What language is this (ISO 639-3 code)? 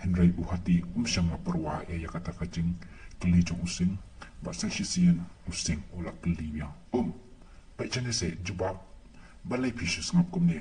kha